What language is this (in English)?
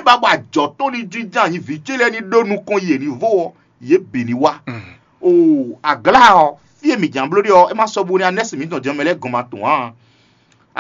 Fon